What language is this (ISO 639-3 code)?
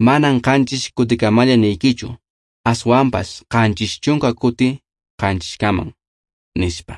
que